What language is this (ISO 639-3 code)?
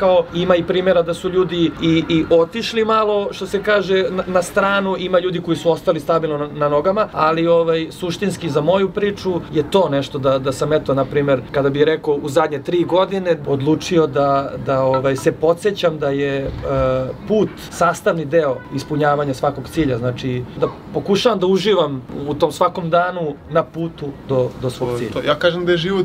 srp